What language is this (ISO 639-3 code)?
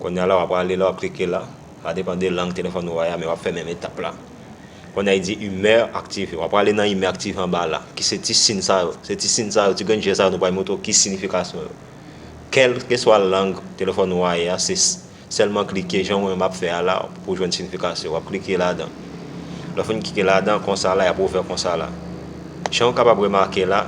hat